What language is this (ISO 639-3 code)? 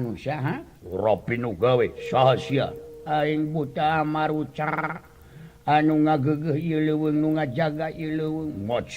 sun